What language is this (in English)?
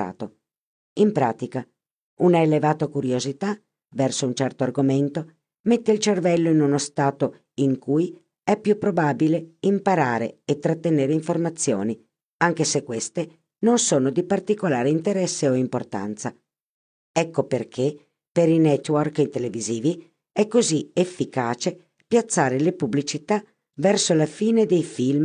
Italian